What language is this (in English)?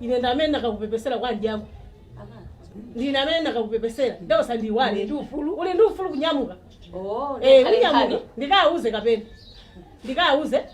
Nyanja